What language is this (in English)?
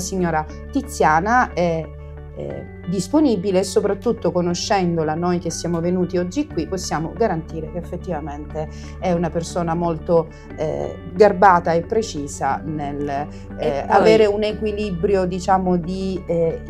Italian